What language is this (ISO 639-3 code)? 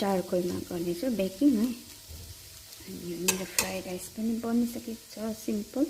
nep